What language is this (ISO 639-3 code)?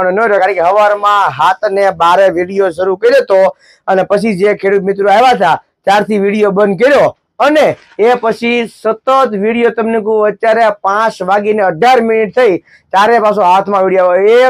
guj